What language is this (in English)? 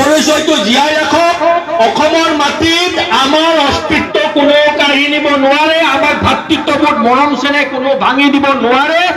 Assamese